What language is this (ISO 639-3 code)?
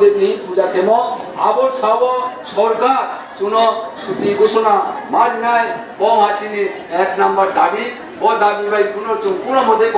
ria